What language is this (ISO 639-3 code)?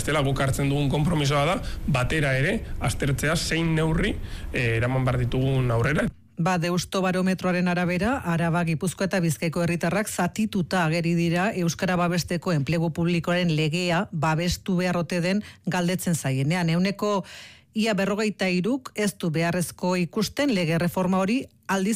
eus